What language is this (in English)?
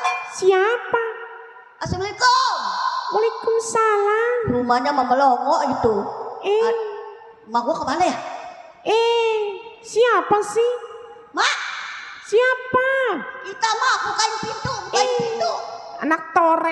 Betawi